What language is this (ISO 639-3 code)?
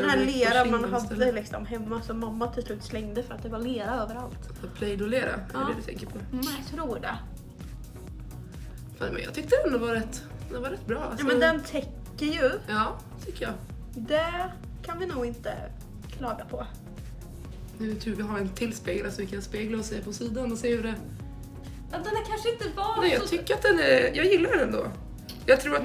swe